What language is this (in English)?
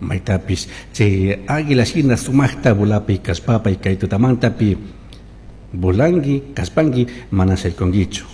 Chimborazo Highland Quichua